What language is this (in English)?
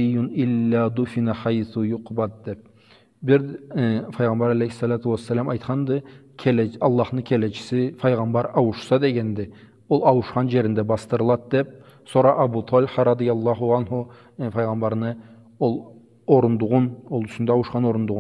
Karachay-Balkar